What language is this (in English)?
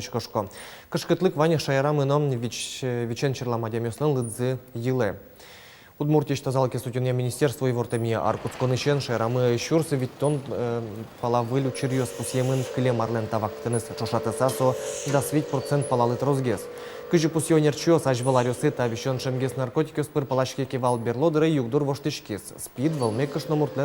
Udmurt